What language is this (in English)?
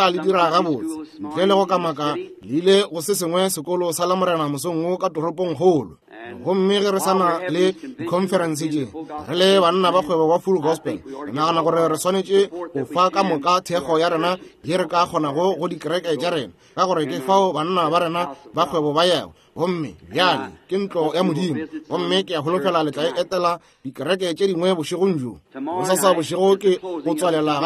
Northern Sotho